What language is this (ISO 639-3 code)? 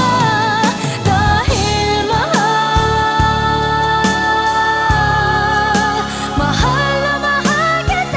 fil